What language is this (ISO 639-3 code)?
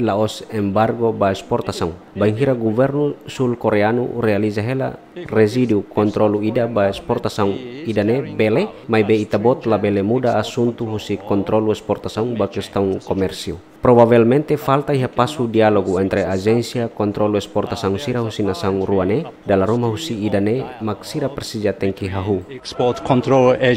tet